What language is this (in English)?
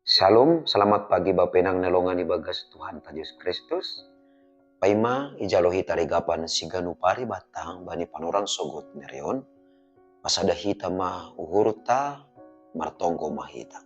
Batak Simalungun